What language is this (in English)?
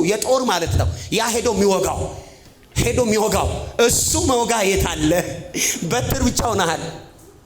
Amharic